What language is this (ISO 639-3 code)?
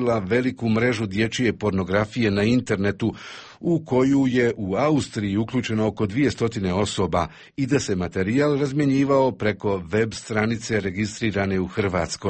hrv